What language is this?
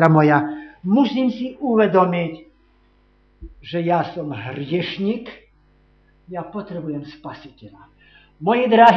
Slovak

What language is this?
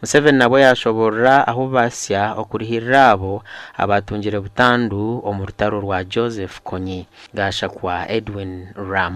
Nyankole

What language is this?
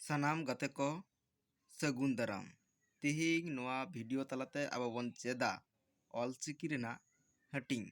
Santali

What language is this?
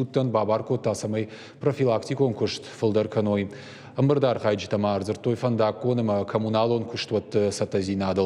Ossetic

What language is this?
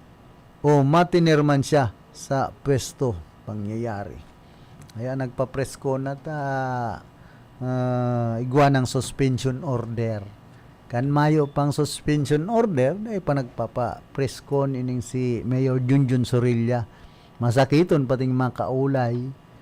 Bikol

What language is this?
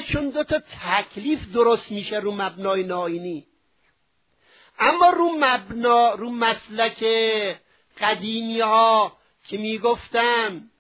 Persian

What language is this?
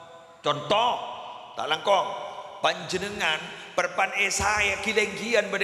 Madurese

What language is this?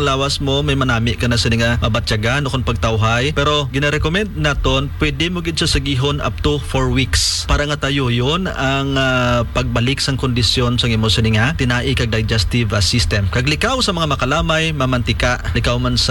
Hiligaynon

